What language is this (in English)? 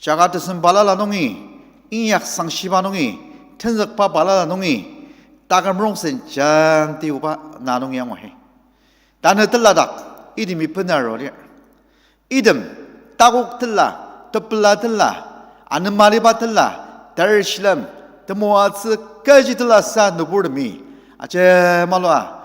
Ao Naga